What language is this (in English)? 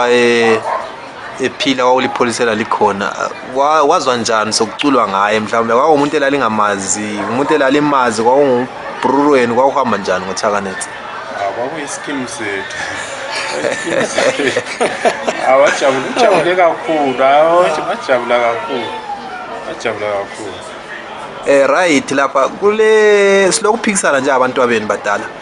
North Ndebele